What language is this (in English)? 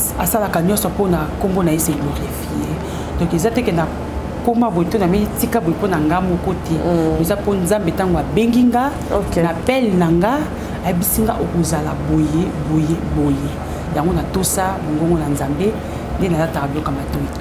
Lingala